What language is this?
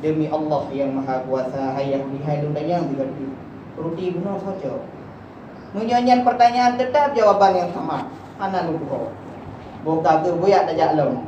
Achinese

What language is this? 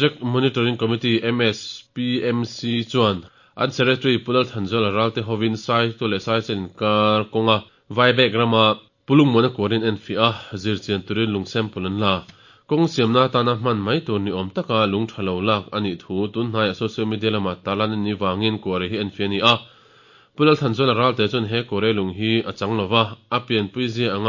Mizo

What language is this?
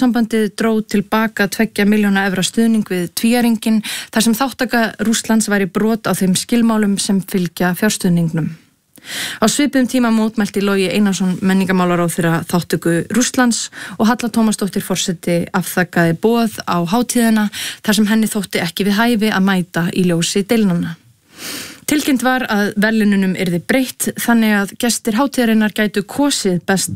Icelandic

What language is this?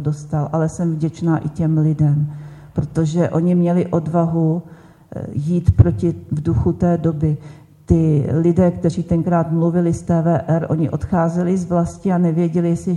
Czech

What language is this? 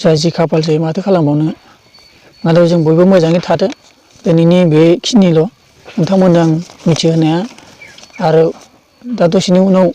Bodo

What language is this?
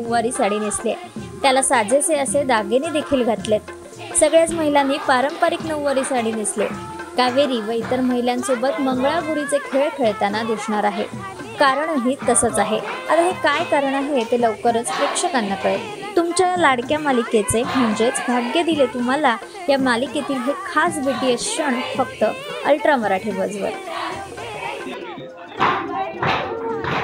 Marathi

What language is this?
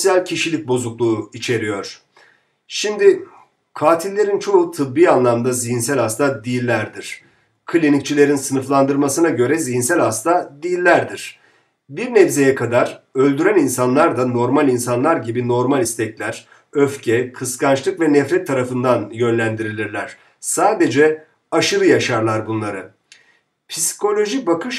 Turkish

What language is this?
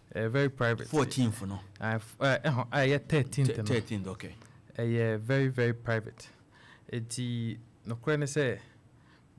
Akan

